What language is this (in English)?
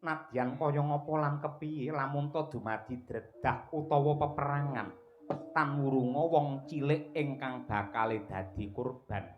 Javanese